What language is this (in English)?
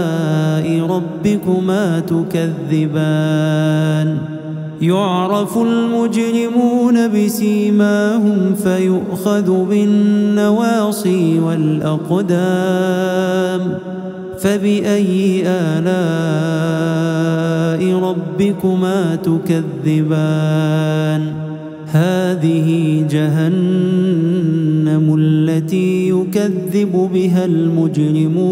Arabic